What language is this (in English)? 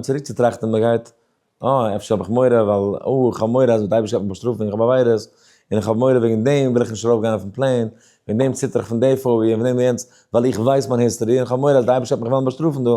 Yiddish